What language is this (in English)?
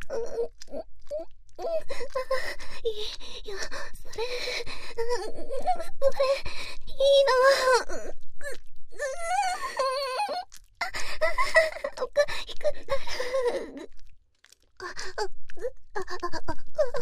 Japanese